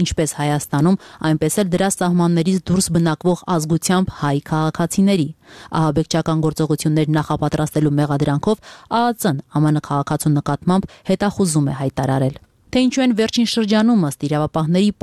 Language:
Armenian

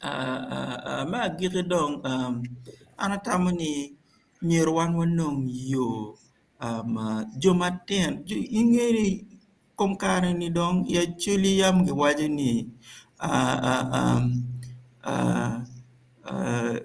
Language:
Acoli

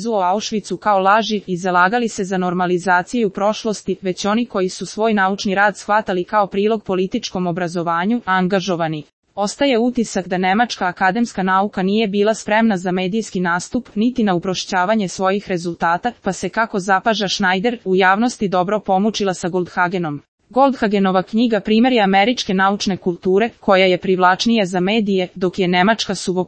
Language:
Serbian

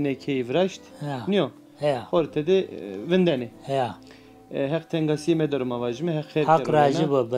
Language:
Zaza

